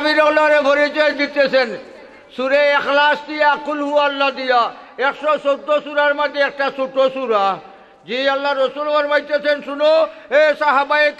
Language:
Sylheti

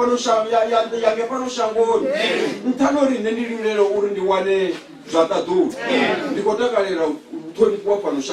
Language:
Venda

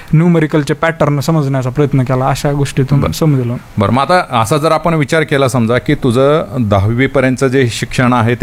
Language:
Marathi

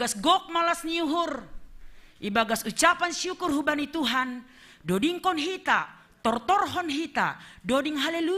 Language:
Batak Simalungun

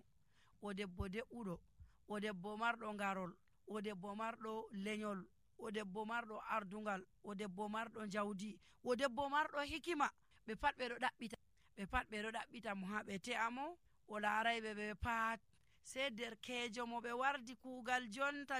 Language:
Nigerian Fulfulde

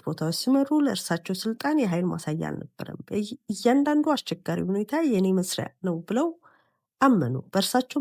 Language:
Amharic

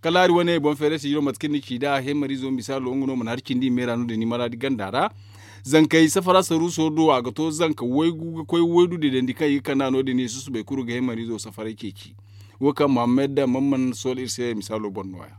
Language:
Zarma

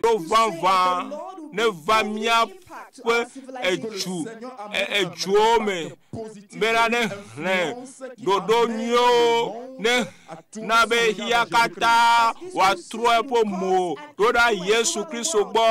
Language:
Ewe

